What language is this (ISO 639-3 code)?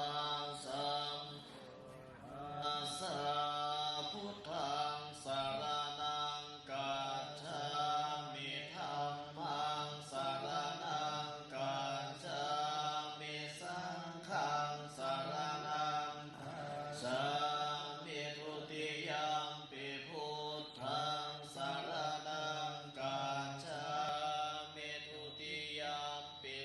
pli